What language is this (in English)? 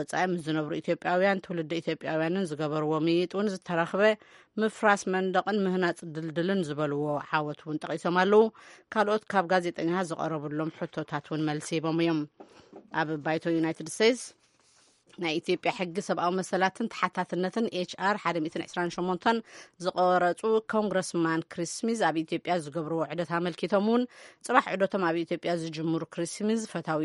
Tigrinya